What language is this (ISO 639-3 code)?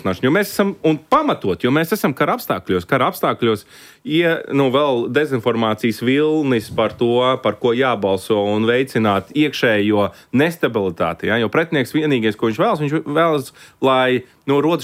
lav